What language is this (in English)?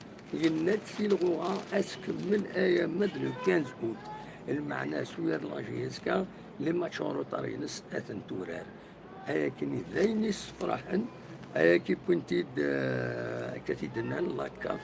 Kabyle